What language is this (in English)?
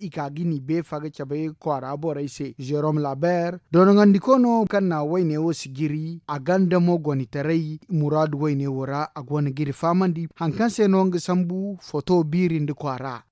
Zarma